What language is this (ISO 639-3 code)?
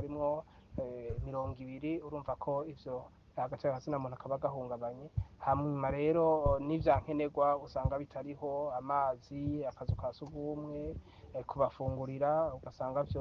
run